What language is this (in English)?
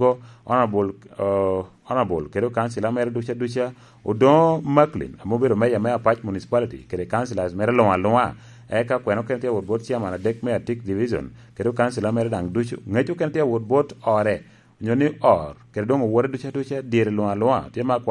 Lango (Uganda)